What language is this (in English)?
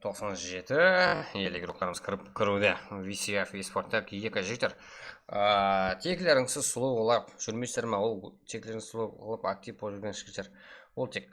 Kara-Kalpak